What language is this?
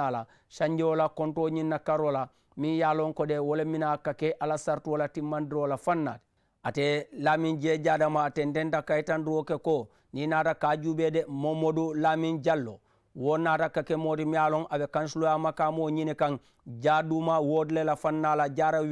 Mandingo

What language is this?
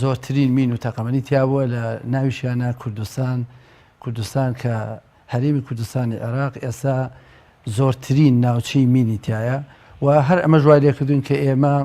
Central Kurdish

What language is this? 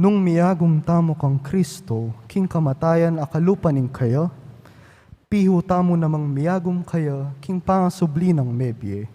Pampanga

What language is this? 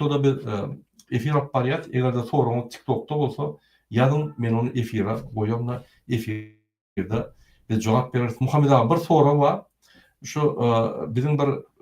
Turkmen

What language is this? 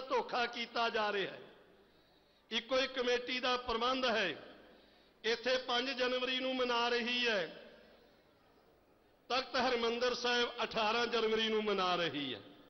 Punjabi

